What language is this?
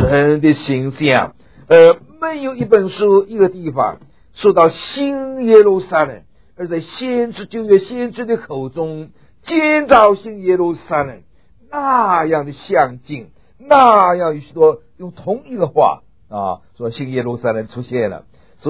Chinese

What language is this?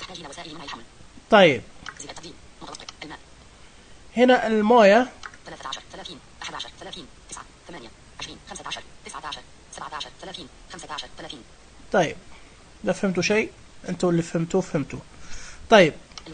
Najdi Arabic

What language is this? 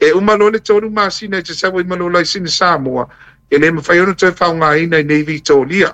Samoan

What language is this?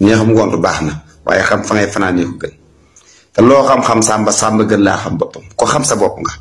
Wolof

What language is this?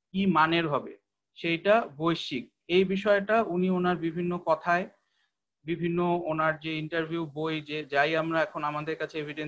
Bangla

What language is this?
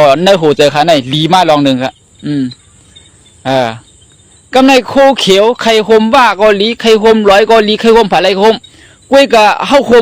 Shan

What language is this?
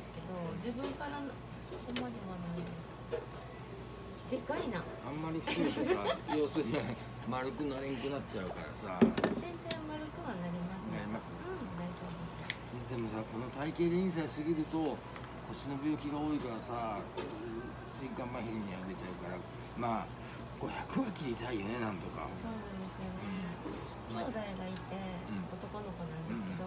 Japanese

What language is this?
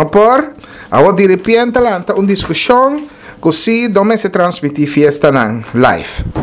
Papiamento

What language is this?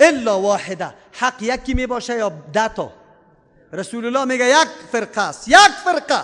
Persian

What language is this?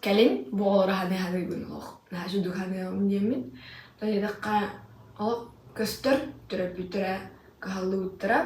Yakut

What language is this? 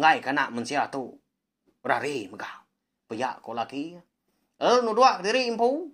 Iban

